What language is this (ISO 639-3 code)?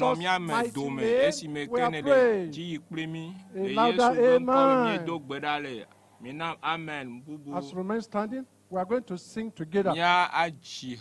ewe